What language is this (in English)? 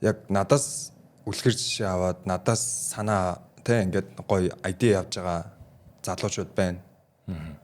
Mongolian